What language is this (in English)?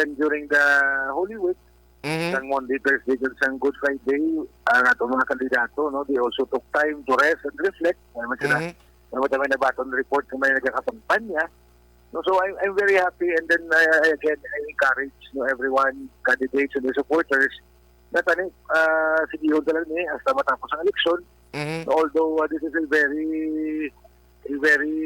Hiligaynon